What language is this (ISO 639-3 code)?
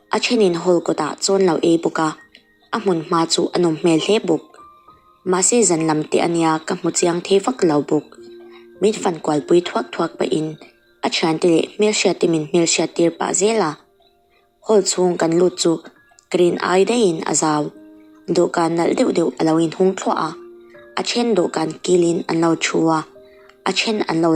lus